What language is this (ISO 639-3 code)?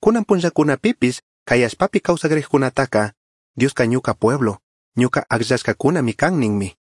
qug